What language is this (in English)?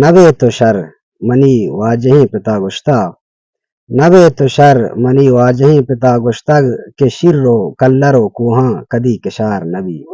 Baluchi